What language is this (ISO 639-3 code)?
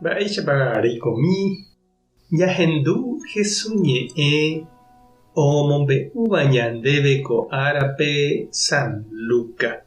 grn